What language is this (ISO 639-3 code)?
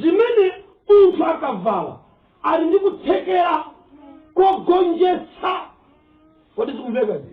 nya